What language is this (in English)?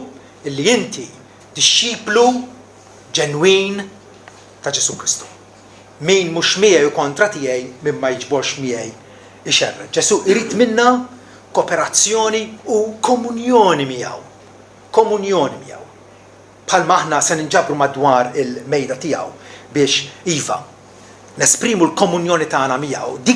Maltese